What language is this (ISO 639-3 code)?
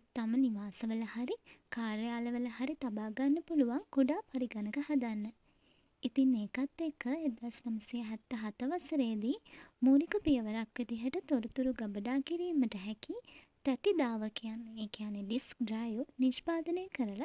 sin